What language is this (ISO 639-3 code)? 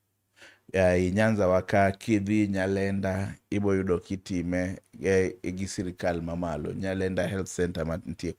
luo